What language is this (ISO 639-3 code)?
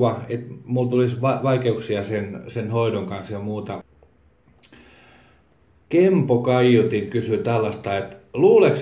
fin